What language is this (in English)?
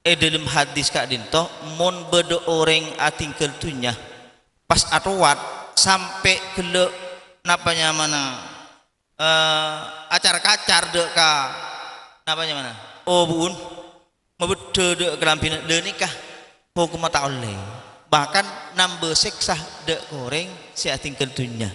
Madurese